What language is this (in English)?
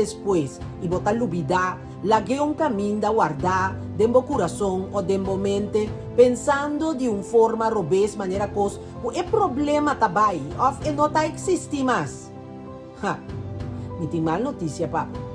Papiamento